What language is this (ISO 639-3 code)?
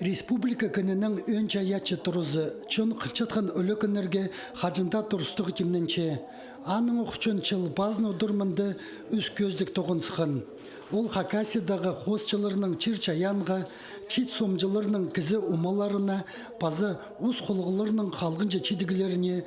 kjh